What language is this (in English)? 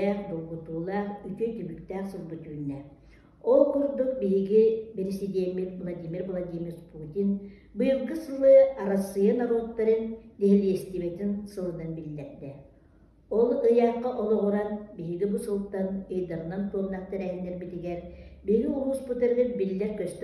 Yakut